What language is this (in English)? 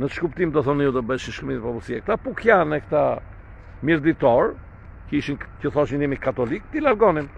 Albanian